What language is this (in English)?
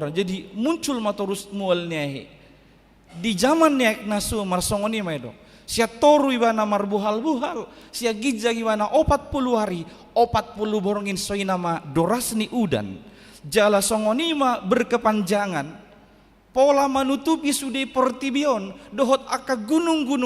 Batak Toba